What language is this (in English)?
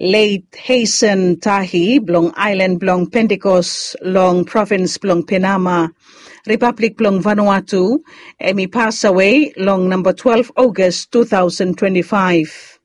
Bislama